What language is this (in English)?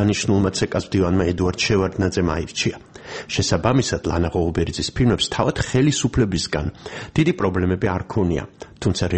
Georgian